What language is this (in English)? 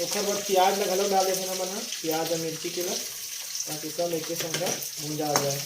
Chhattisgarhi